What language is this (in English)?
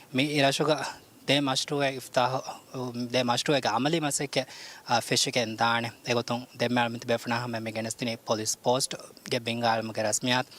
Divehi